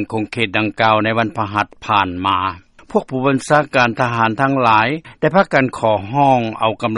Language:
Lao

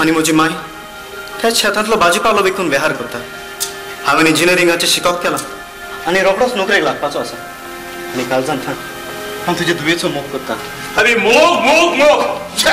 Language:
Konkani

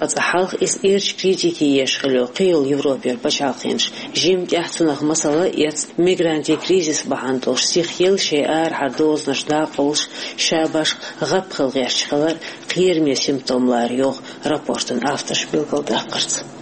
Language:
Chechen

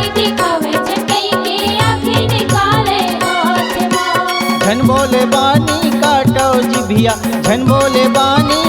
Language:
Chhattisgarhi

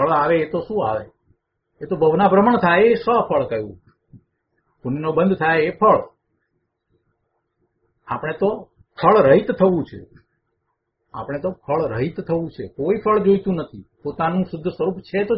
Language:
Gujarati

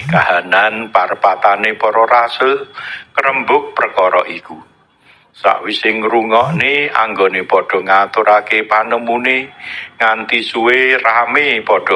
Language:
Javanese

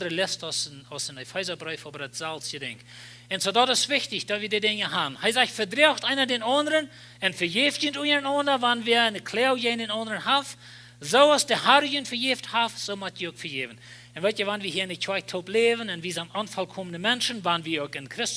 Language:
Plautdietsch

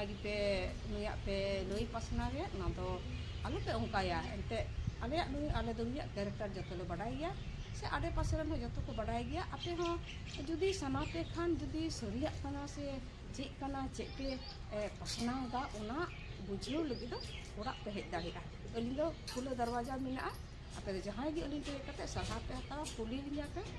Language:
Santali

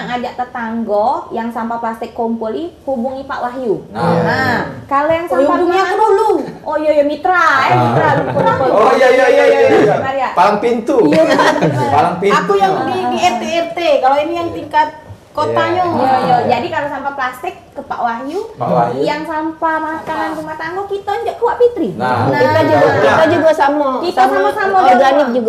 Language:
Musi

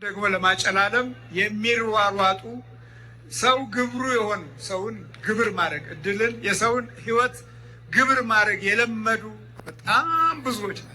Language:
Amharic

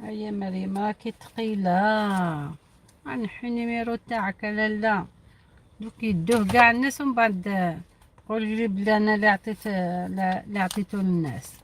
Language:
Algerian Arabic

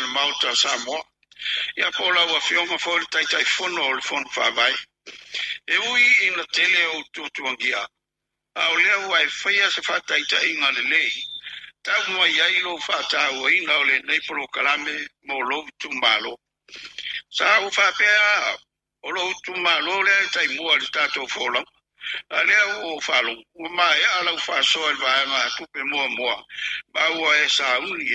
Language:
Samoan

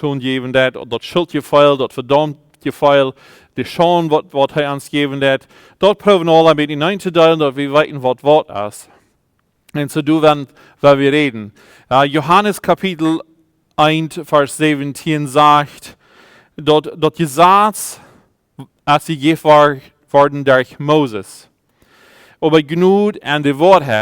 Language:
Plautdietsch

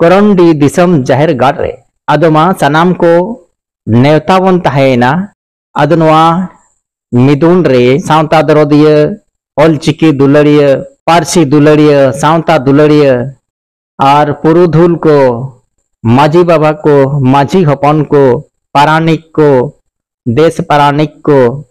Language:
Santali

